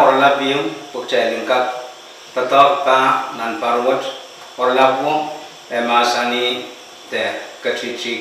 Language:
Pohnpeian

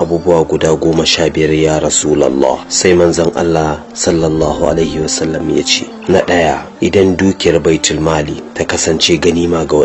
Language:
Hausa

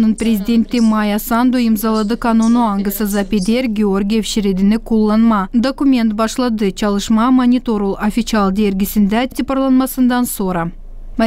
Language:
Gagauz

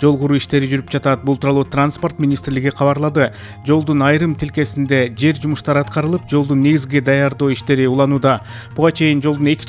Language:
Kyrgyz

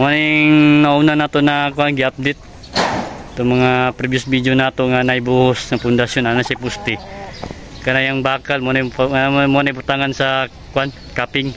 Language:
Cebuano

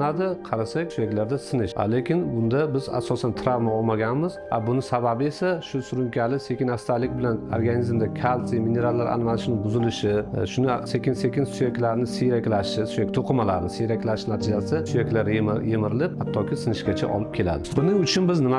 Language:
Uzbek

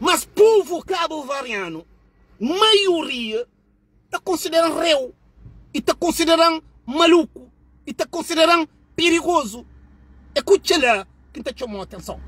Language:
Kabuverdianu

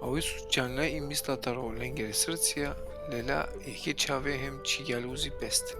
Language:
Balkan Romani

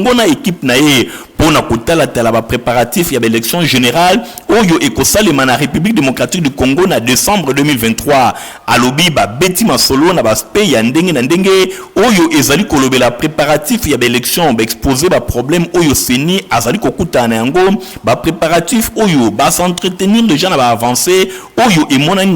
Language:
Lingala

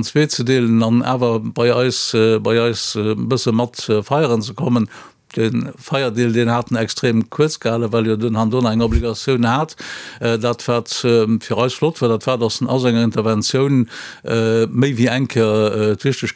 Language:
Luxembourgish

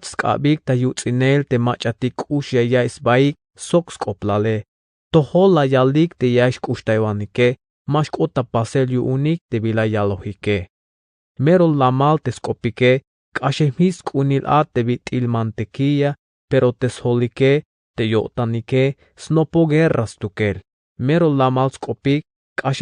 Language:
Tzeltal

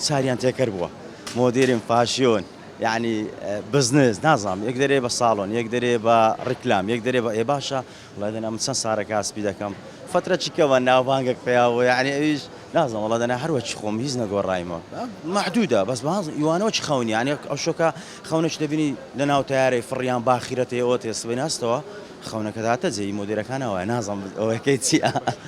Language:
Central Kurdish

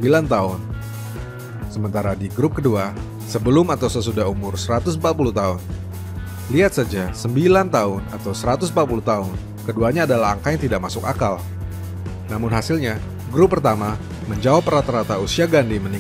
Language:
Indonesian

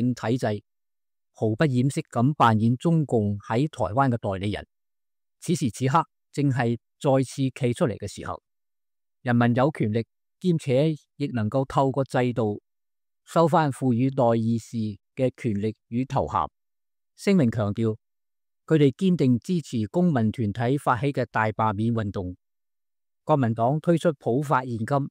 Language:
Cantonese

